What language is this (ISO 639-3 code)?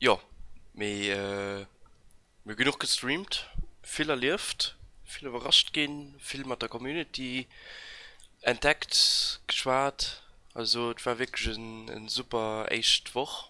ltz